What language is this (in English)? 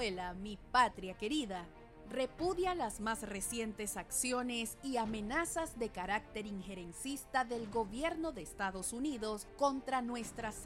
Spanish